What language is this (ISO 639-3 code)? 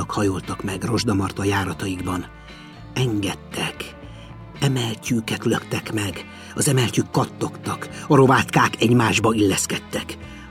hun